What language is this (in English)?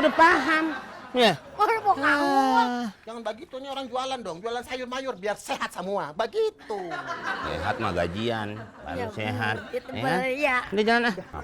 Betawi